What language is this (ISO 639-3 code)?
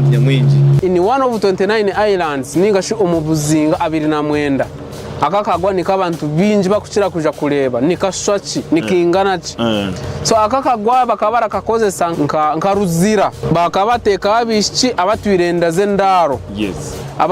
nyn